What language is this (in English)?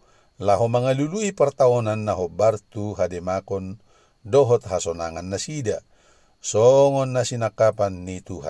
Batak Toba